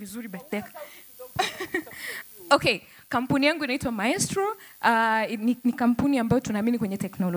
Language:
Swahili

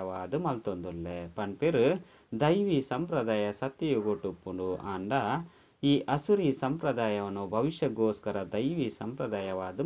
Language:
Tulu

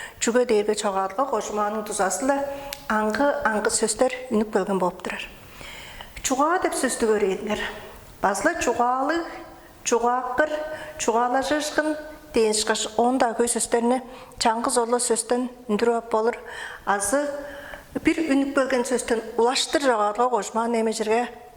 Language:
Tuvinian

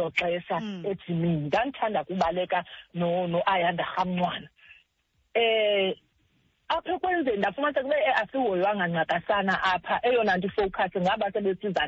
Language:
Xhosa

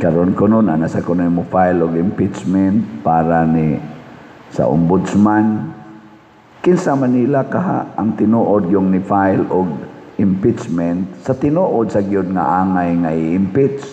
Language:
Cebuano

